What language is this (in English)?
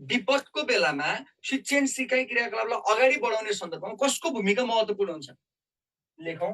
Nepali